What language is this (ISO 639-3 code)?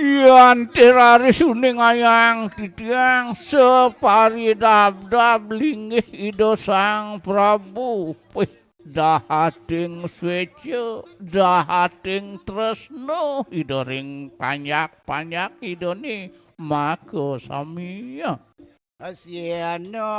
ban